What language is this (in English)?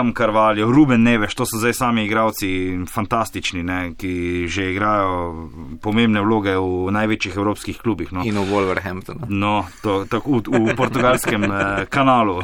Slovenian